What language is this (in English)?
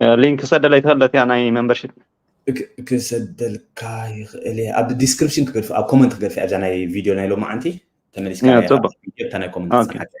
Tigrinya